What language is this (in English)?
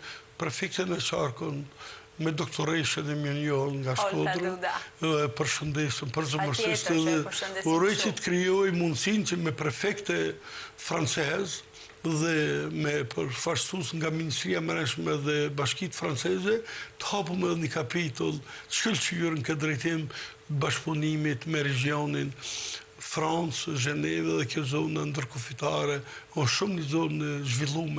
Albanian